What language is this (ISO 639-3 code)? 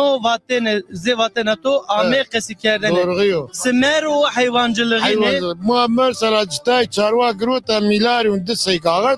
zza